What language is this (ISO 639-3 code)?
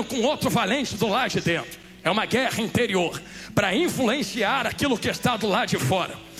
por